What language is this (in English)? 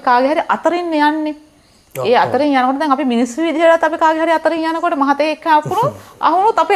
Sinhala